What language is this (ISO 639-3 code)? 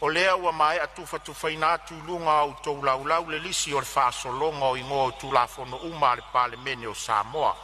smo